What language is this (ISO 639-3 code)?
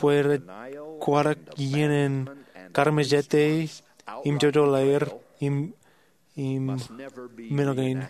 mah